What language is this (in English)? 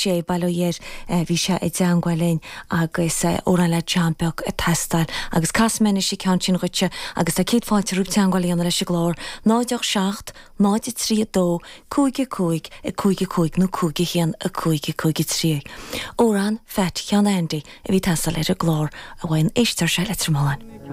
Irish